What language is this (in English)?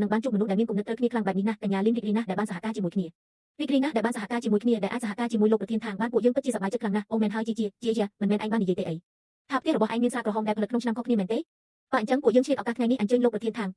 Khmer